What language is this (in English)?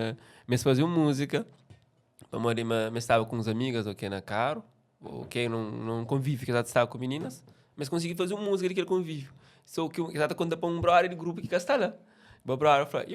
Kabuverdianu